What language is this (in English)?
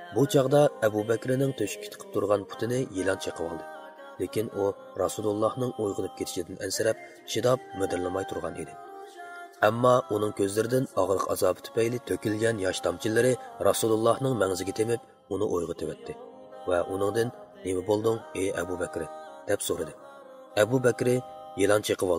Uyghur